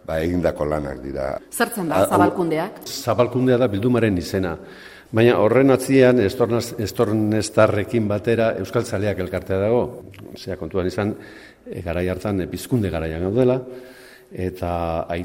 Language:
Basque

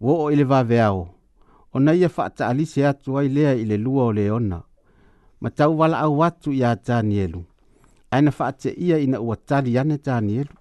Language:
Samoan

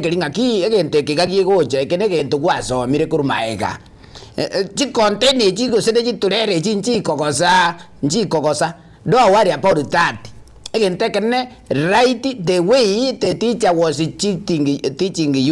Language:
Gusii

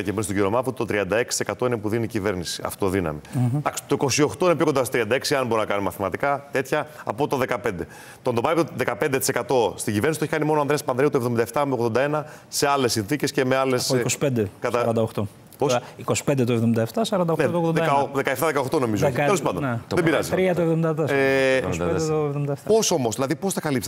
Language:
Greek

